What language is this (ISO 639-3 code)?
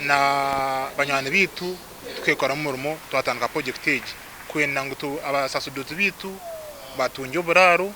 nyn